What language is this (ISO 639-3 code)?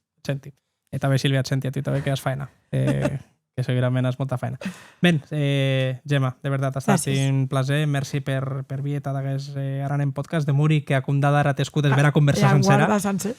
oci